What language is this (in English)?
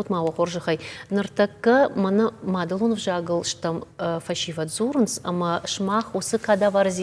Ossetic